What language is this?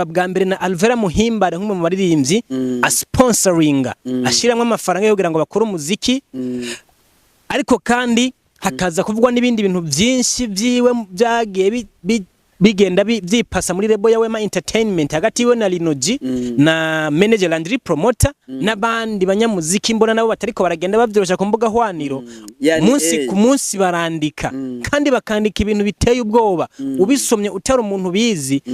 Rundi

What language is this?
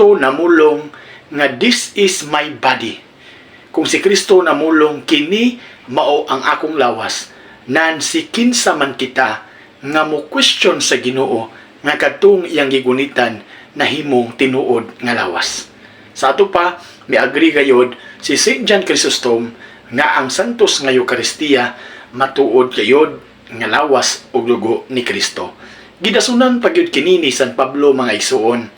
Cebuano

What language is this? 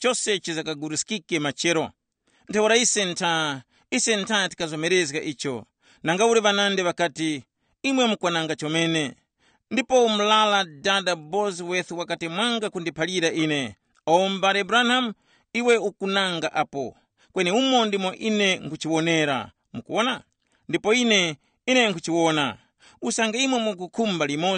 Tumbuka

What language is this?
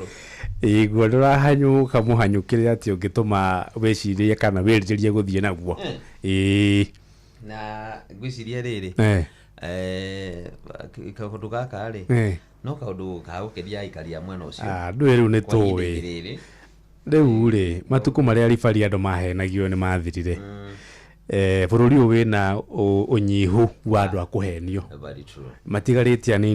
Kikuyu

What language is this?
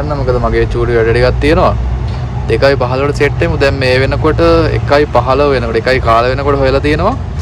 Sinhala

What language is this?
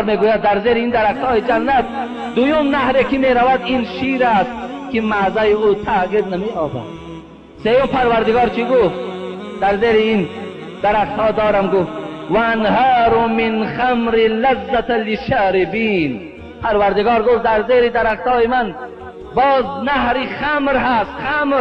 Tajik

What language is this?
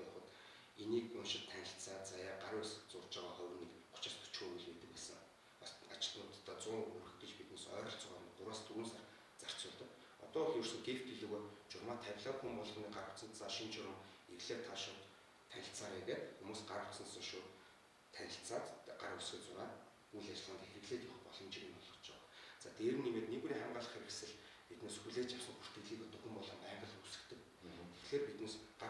Mongolian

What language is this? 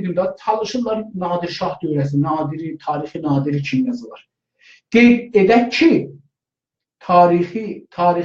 South Azerbaijani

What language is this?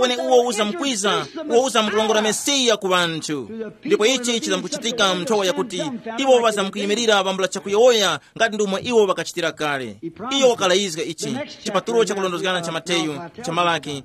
Tumbuka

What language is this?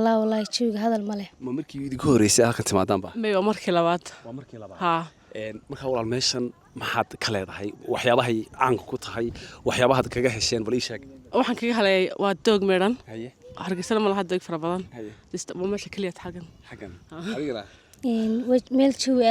Somali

